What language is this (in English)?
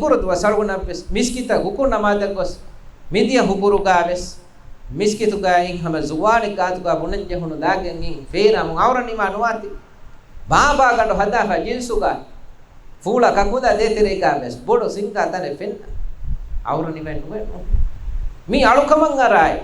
Divehi